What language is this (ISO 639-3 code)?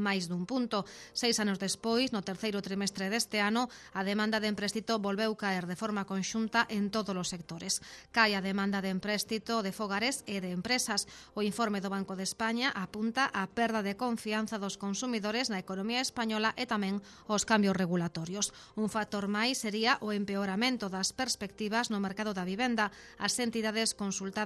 glg